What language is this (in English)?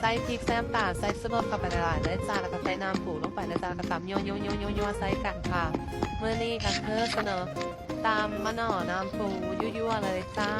Northeastern Thai